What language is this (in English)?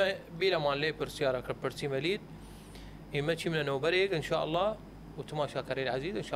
Southern Kurdish